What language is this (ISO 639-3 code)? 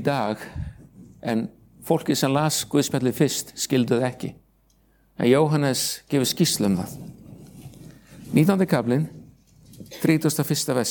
isl